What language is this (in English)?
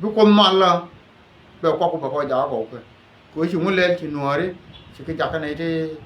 Nuer